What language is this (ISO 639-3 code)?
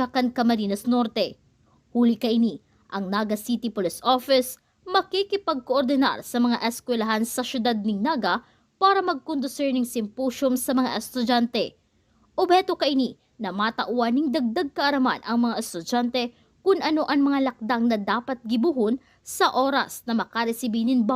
bik